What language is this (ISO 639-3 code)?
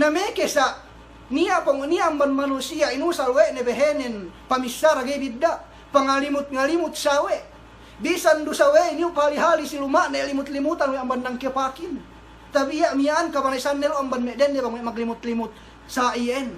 yka